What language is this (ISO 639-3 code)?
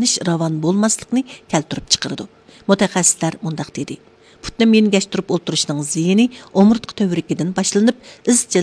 uig